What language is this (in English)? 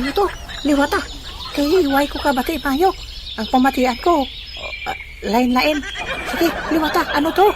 Hiligaynon